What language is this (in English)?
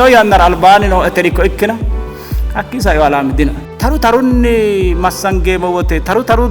Sidamo